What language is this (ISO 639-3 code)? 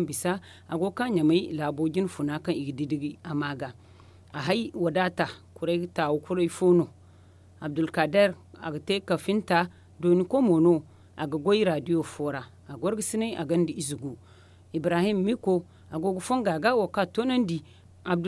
dje